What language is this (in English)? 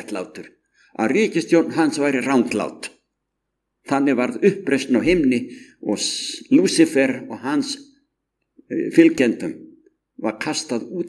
Icelandic